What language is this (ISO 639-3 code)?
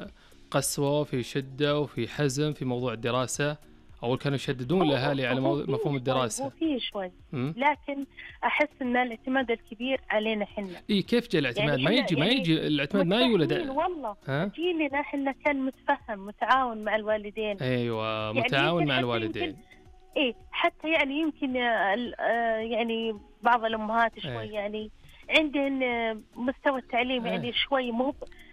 ars